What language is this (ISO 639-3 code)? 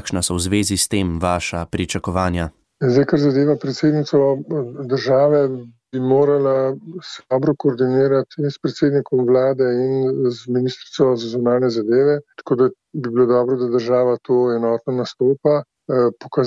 slv